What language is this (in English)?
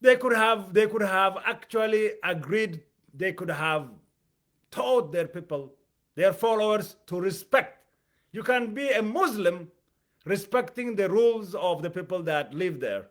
English